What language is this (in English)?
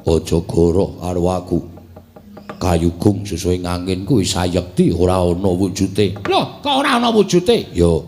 Javanese